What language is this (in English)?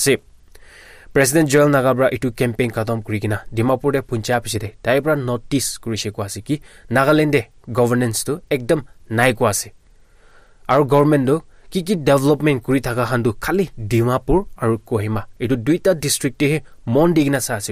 Naga Pidgin